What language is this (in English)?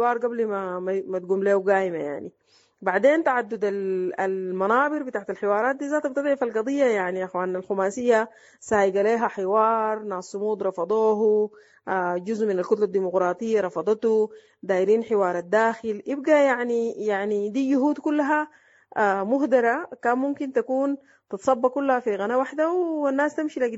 Sudanese Arabic